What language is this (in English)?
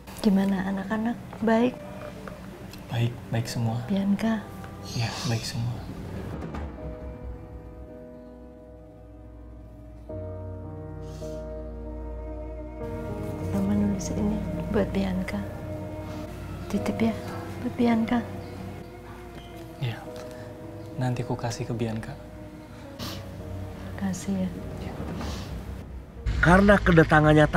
Indonesian